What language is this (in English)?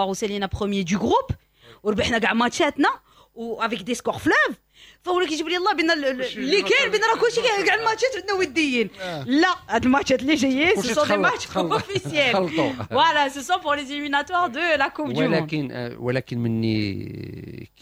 Moroccan Arabic